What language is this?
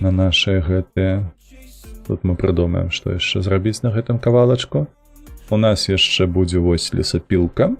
Belarusian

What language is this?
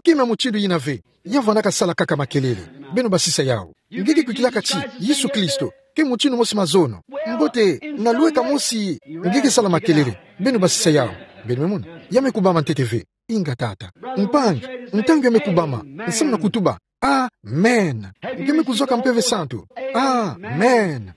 Kituba (Democratic Republic of Congo)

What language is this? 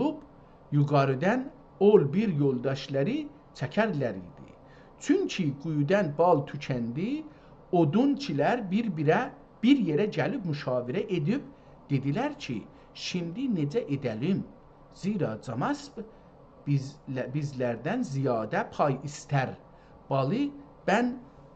South Azerbaijani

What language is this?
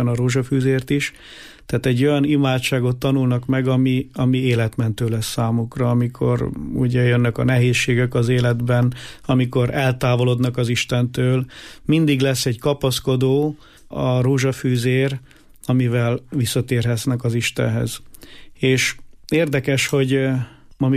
Hungarian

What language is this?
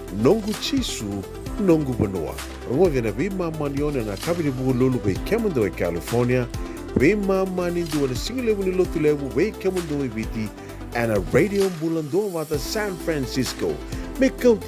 Fijian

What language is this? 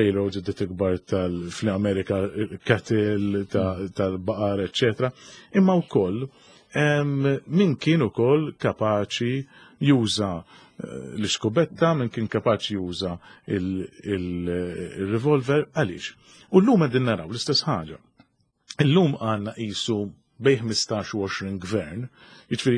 Maltese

